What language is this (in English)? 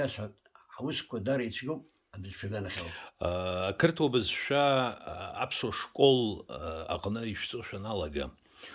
Abkhazian